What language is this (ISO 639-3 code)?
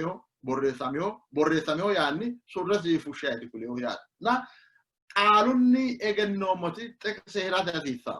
sid